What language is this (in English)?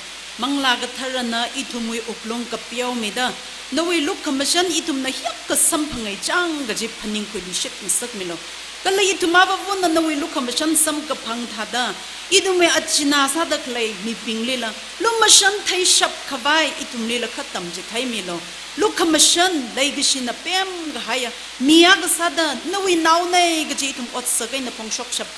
Tangkhul Naga (India)